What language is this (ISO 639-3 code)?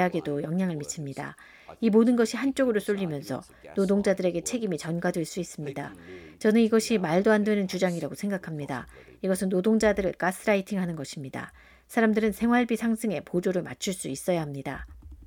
kor